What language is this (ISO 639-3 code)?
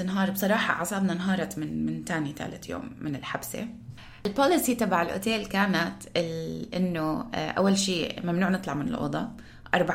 apc